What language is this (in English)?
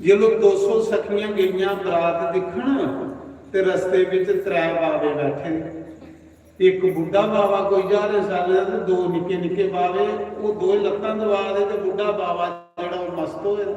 Dogri